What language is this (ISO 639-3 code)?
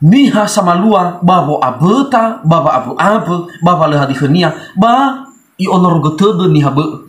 nia